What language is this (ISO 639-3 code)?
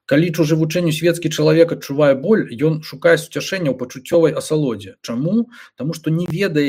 bel